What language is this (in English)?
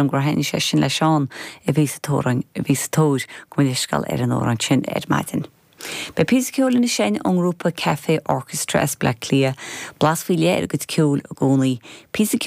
Irish